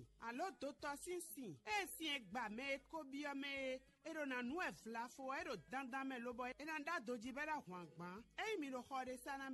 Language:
Fon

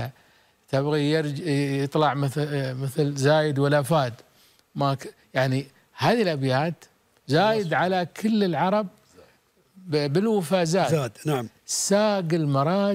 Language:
Gulf Arabic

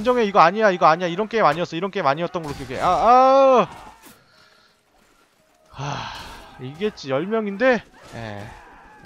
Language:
Korean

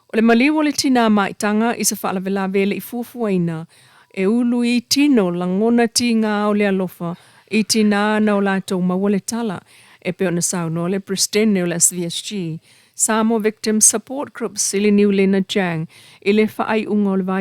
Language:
Samoan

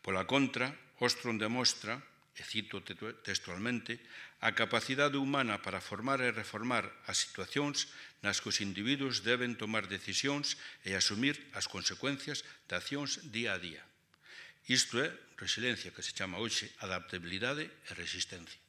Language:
Galician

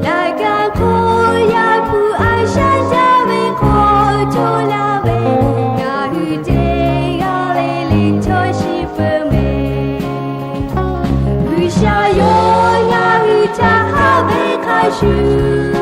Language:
Lahu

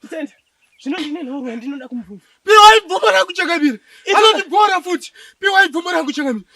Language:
Shona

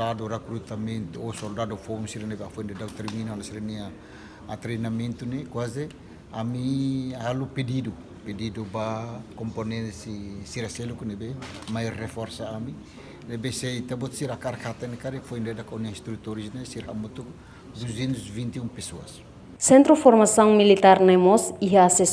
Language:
Tetum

